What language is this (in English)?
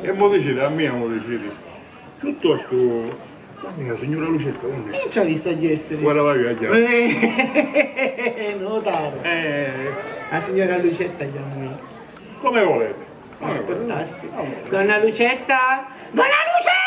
Sicilian